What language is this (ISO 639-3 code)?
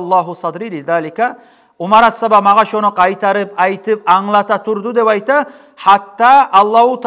kum